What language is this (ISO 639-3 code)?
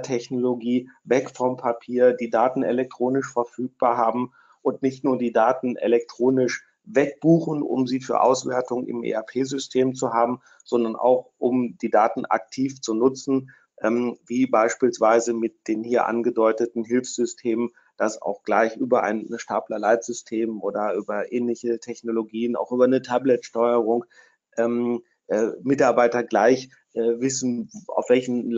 deu